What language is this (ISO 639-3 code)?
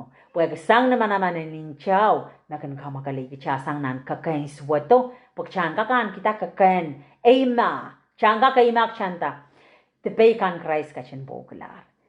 pon